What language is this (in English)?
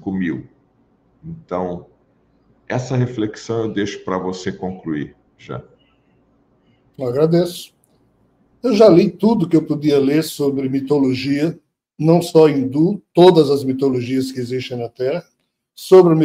Portuguese